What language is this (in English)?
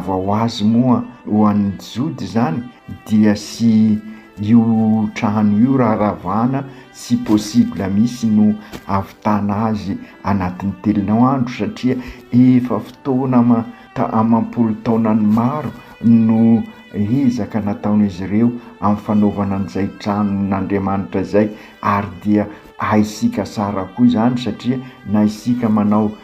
Malagasy